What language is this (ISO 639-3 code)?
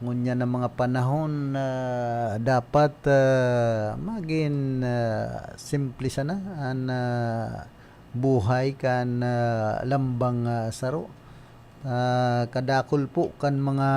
bik